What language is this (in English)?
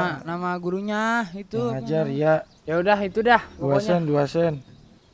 Betawi